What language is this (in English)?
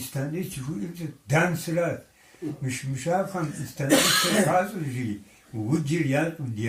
Kabardian